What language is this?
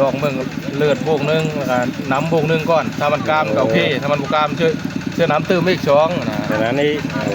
Northeastern Thai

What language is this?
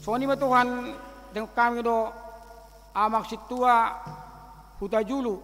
Batak Toba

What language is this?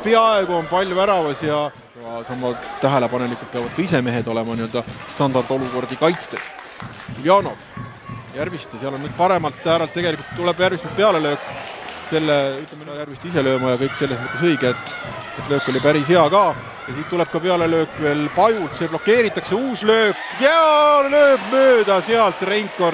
Estonian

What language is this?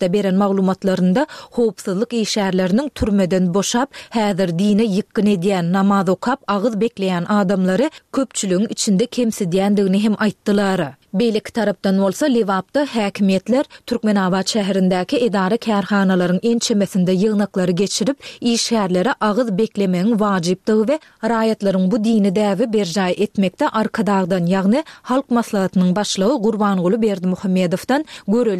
Turkmen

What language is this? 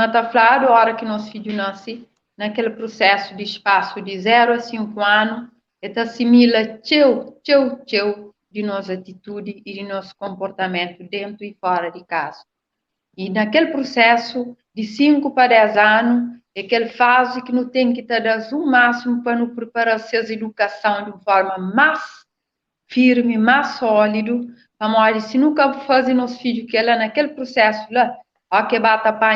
Kabuverdianu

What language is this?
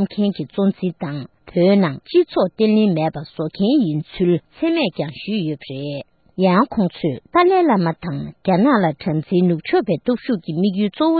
Tibetan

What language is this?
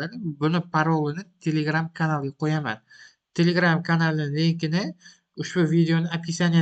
Uzbek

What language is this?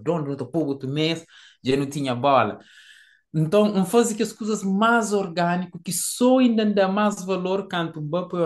Kabuverdianu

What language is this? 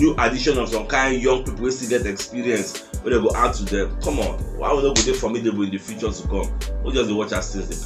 Nigerian Pidgin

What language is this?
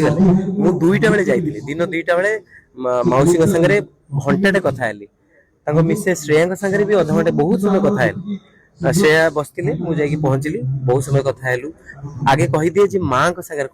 Odia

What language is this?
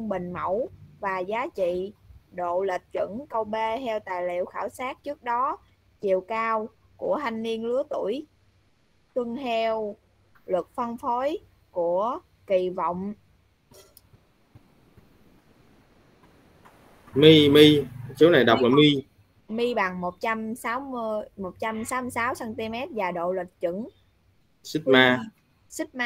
Vietnamese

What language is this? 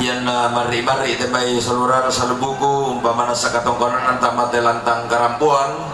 Toraja-Sa'dan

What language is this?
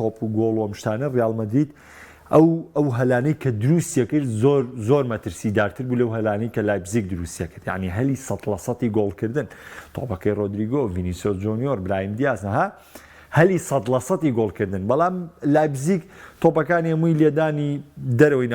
Central Kurdish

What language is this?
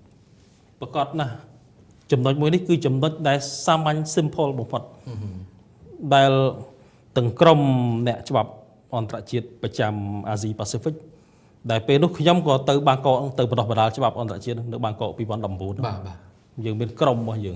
Khmer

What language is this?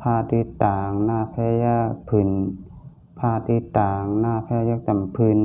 Shan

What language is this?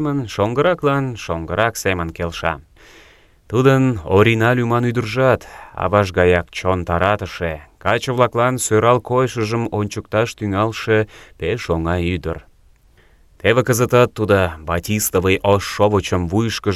Mari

